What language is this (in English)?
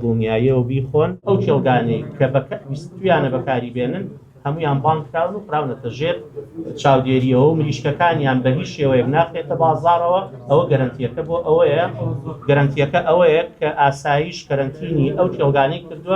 Central Kurdish